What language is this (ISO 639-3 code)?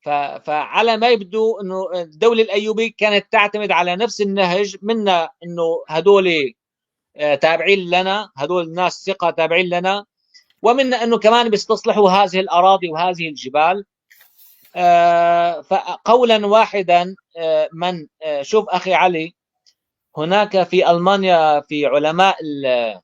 apc